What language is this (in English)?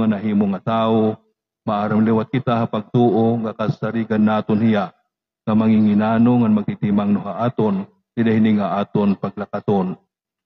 Waray